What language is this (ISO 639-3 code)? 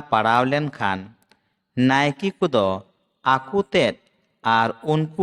sat